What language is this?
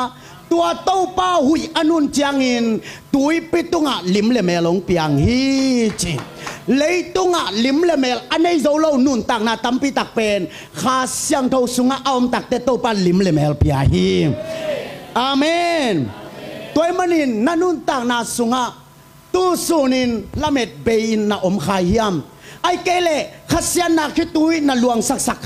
Tedim Chin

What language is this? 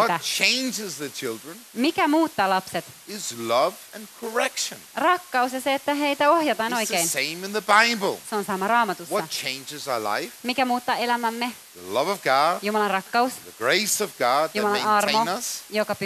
Finnish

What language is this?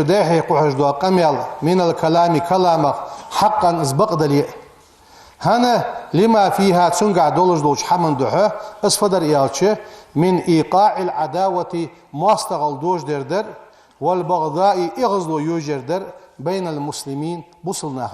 Ingush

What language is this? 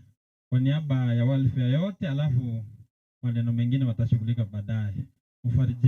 Gusii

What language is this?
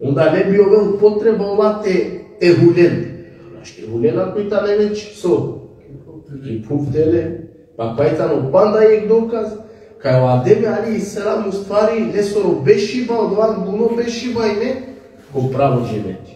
Balkan Romani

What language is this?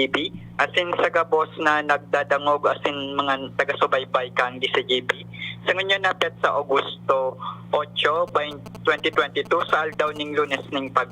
Bikol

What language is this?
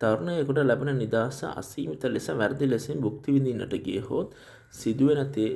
Sinhala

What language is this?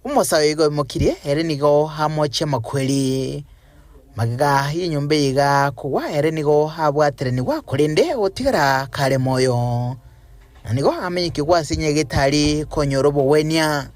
Gusii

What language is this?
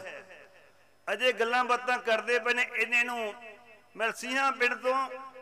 Punjabi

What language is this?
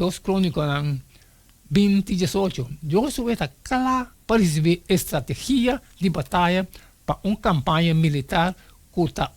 Papiamento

